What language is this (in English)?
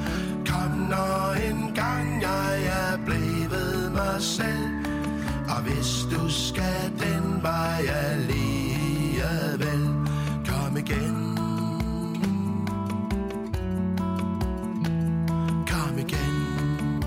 Danish